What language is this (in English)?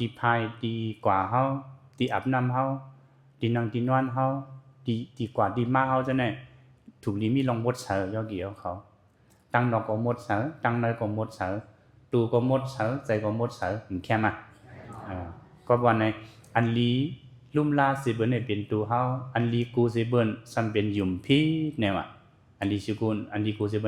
Shan